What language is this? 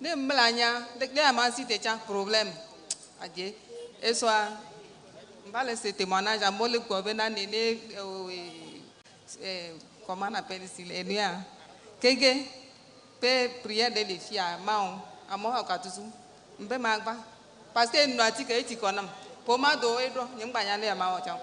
Ewe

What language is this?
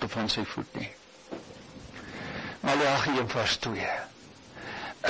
Afrikaans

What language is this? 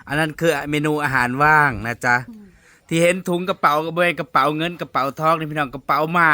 Northeastern Thai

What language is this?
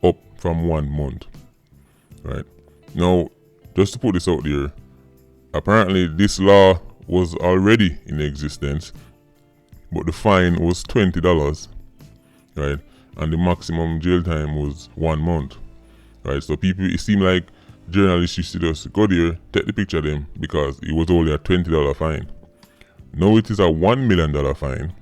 Jamaican Creole English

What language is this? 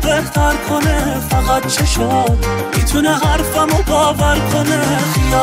Persian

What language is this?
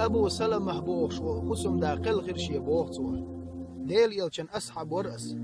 Chechen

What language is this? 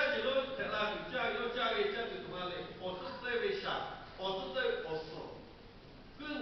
Lahu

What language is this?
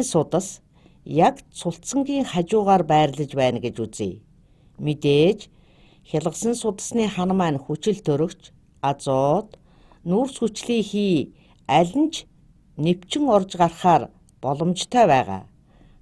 Mongolian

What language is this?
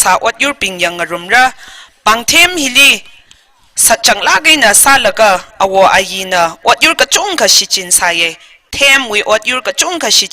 Tangkhul Naga (India)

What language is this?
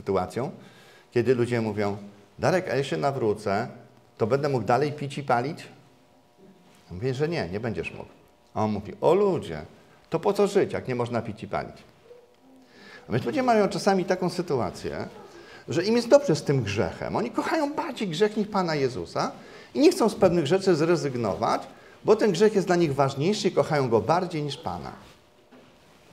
Polish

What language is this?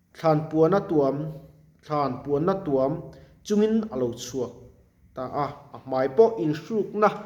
Mizo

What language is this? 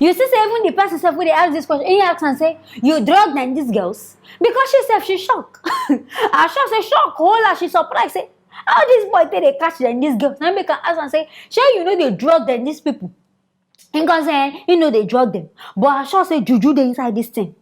Nigerian Pidgin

